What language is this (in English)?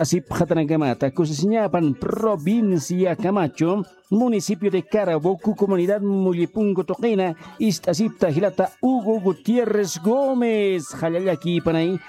Aymara